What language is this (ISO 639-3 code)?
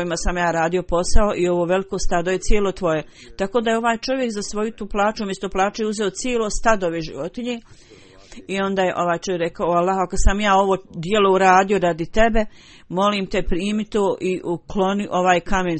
bos